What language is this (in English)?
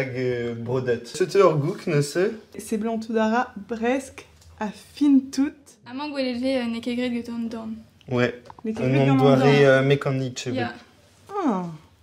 Breton